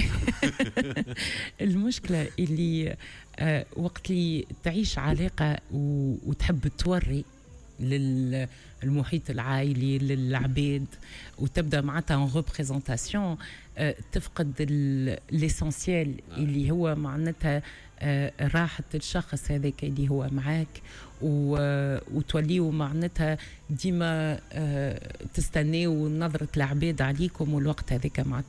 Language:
Tunisian Arabic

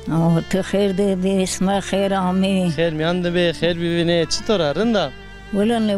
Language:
Zaza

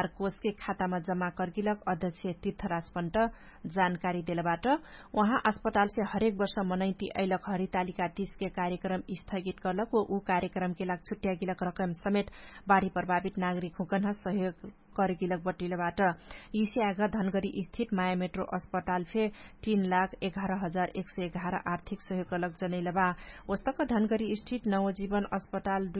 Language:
Dangaura Tharu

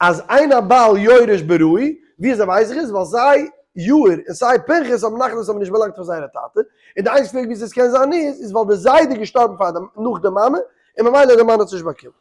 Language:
Yiddish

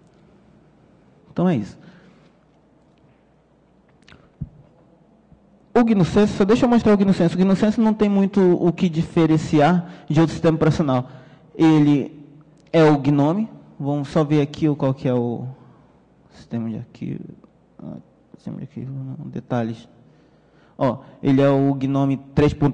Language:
Portuguese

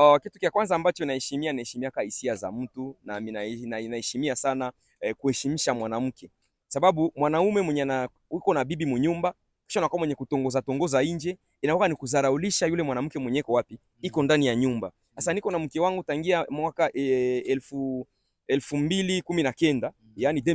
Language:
Swahili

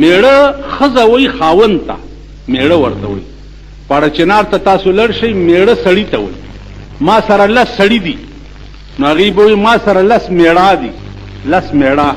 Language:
Pashto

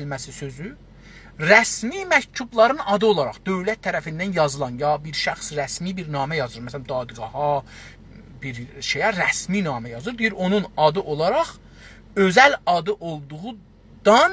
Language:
South Azerbaijani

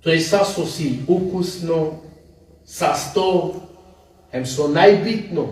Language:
Balkan Romani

